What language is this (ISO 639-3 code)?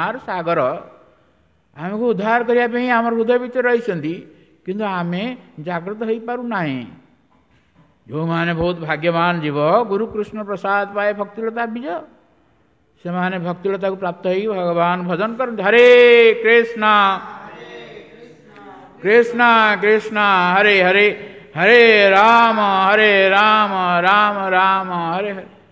ori